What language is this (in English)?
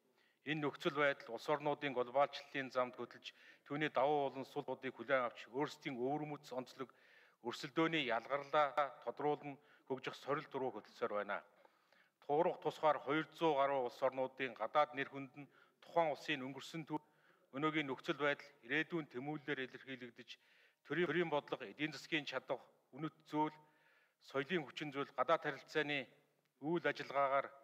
Mongolian